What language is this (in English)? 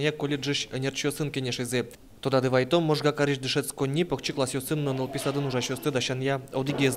Udmurt